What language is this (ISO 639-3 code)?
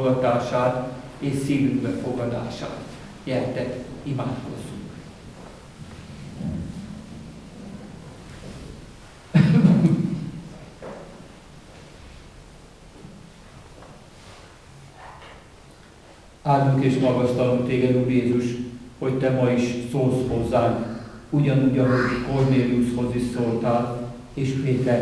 hun